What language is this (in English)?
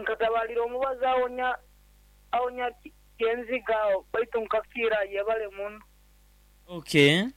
Nyoro